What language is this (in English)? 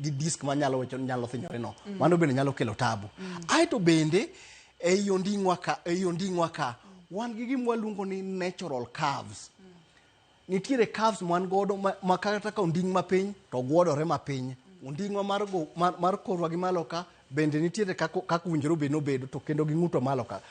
Luo (Kenya and Tanzania)